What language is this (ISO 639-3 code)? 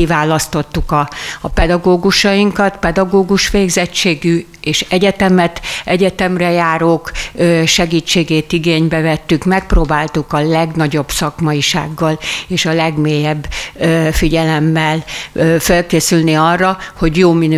hun